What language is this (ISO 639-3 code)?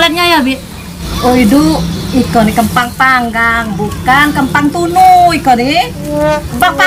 mui